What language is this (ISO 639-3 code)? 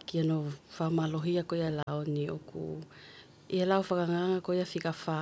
ton